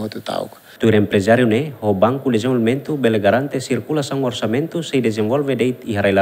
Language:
Tetum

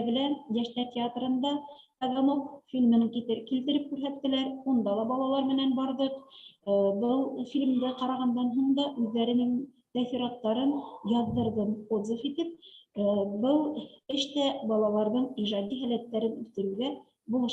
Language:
Bashkir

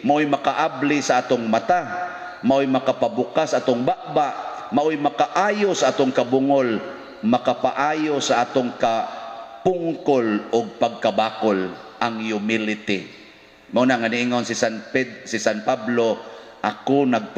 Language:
Cebuano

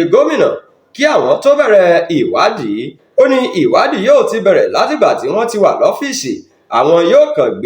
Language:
Yoruba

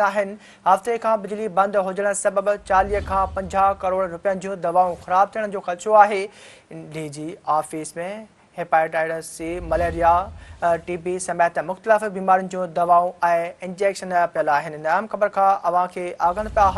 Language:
Sindhi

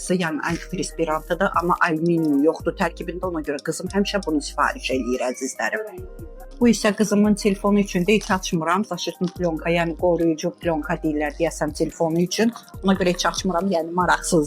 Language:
Azerbaijani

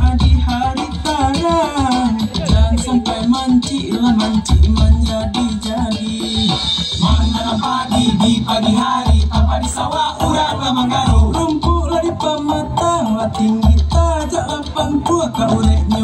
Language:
Minangkabau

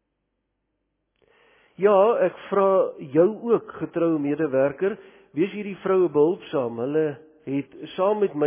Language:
Afrikaans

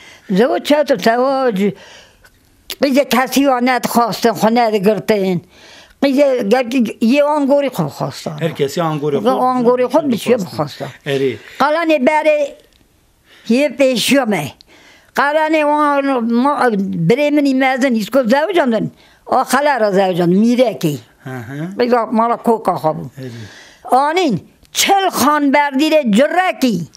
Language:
Kurdish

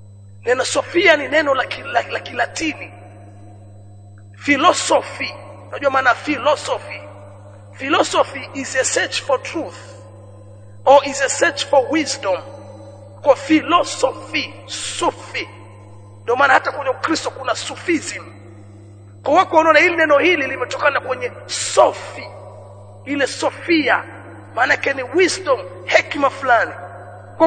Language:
Swahili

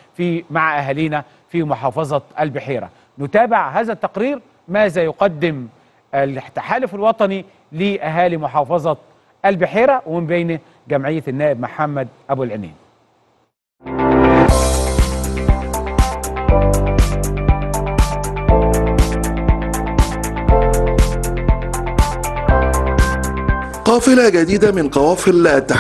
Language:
Egyptian Arabic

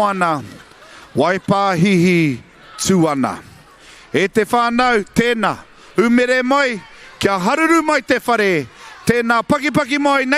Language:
Māori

